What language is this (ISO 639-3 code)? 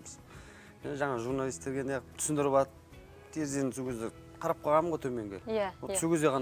kaz